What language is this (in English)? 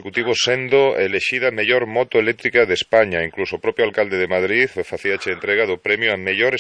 Galician